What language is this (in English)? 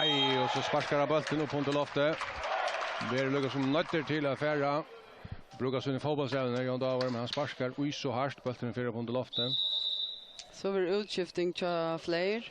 Faroese